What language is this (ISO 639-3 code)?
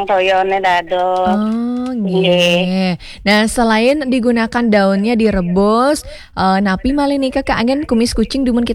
ban